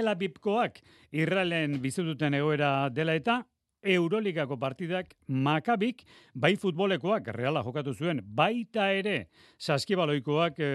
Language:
Basque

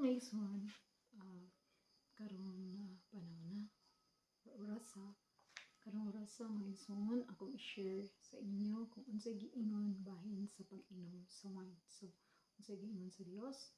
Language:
Cebuano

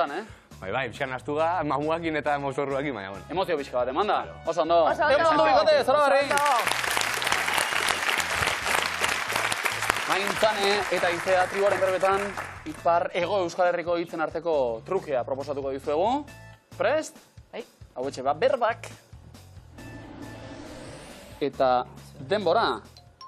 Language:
Basque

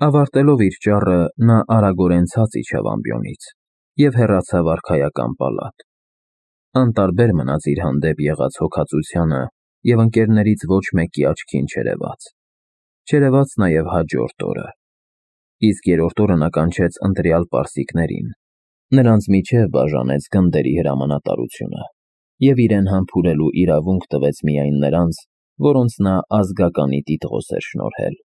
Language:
Armenian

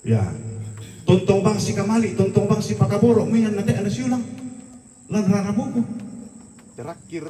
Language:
Toraja-Sa'dan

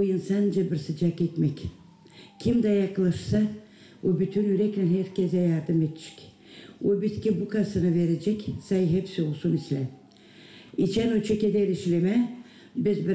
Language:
Gagauz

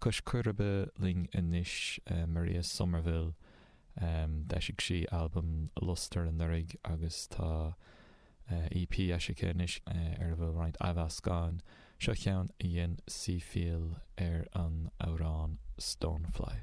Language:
Irish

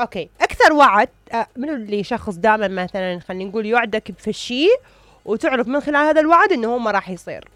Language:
Mesopotamian Arabic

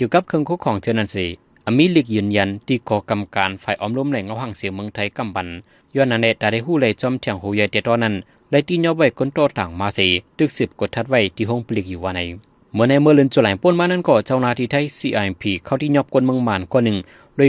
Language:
Shan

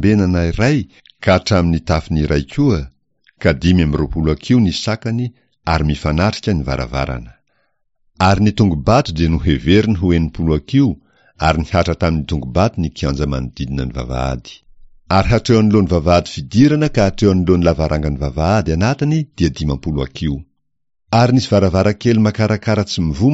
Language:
Malagasy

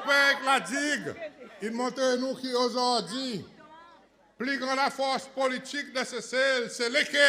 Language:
Seselwa Creole French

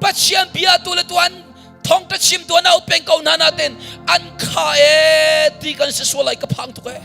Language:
Hakha Chin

